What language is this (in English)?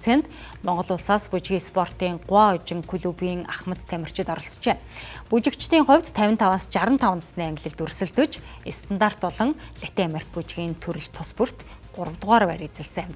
Mongolian